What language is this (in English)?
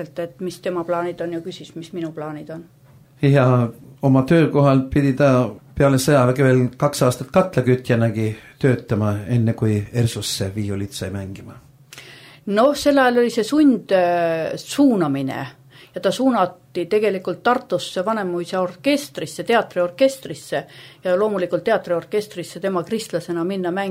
Estonian